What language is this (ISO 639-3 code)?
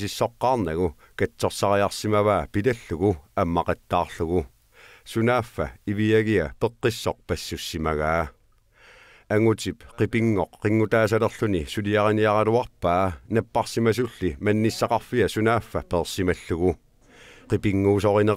kal